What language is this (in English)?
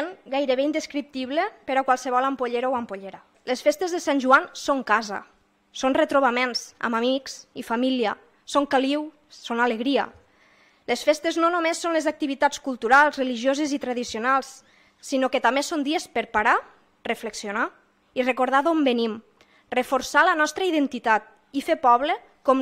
Catalan